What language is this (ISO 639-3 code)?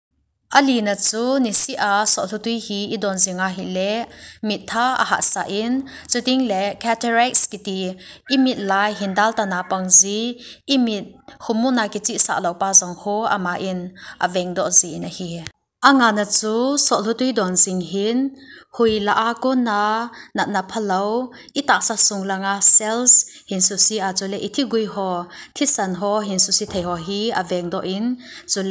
tcz